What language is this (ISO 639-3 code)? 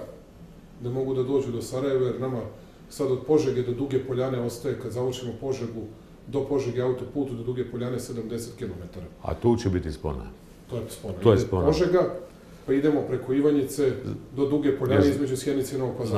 srp